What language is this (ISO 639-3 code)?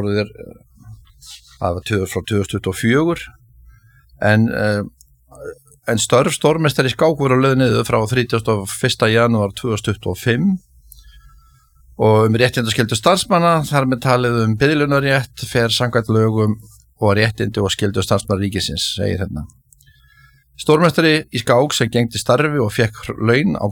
isl